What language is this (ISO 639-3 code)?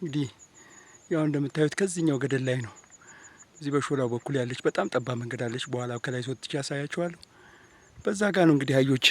amh